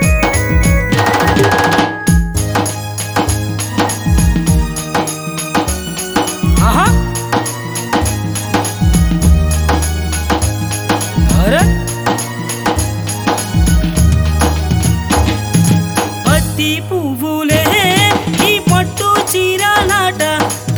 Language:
Telugu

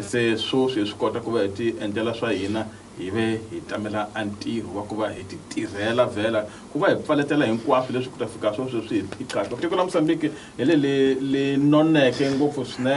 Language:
Tsonga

